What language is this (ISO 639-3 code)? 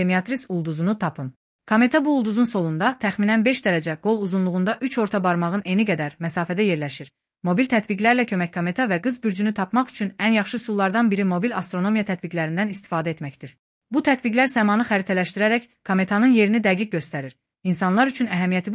aze